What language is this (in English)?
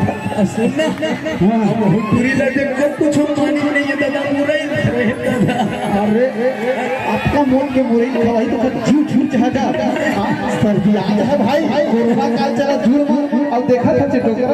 Chhattisgarhi